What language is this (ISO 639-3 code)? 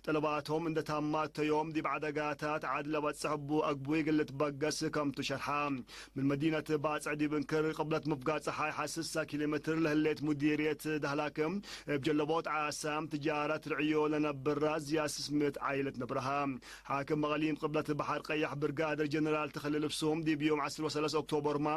tig